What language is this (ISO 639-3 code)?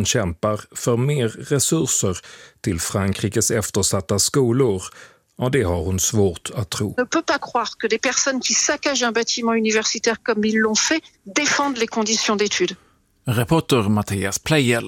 swe